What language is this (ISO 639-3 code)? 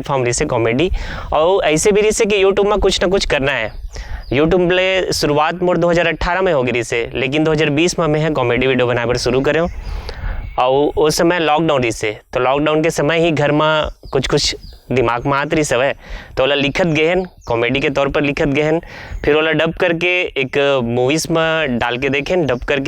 hne